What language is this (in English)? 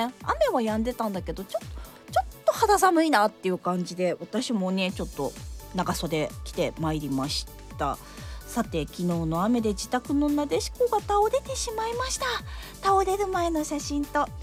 Japanese